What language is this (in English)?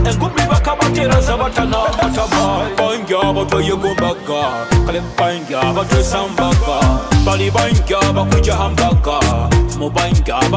Nyoro